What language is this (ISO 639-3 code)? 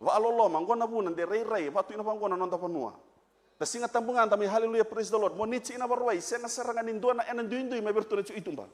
fij